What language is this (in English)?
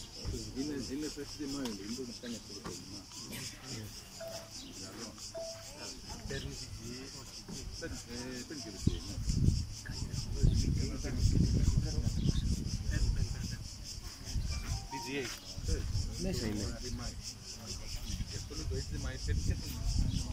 Greek